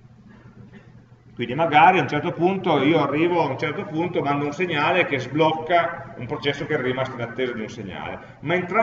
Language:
Italian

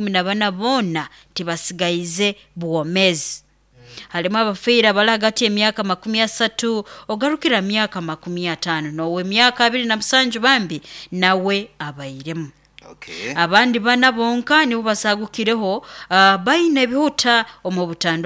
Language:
Nyoro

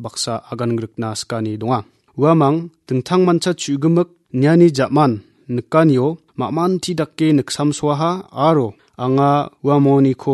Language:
Garo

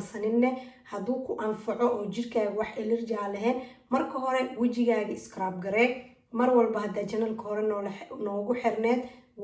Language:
Somali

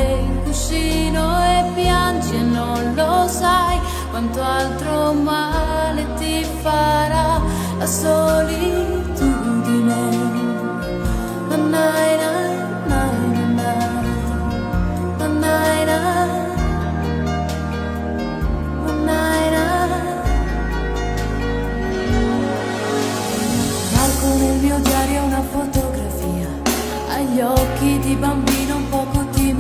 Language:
Italian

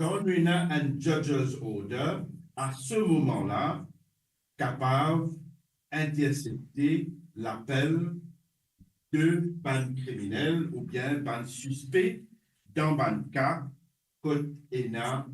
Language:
Morisyen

